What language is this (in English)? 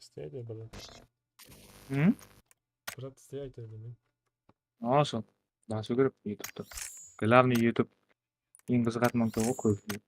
Kara-Kalpak